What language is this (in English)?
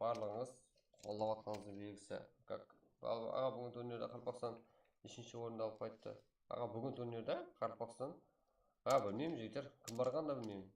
Kara-Kalpak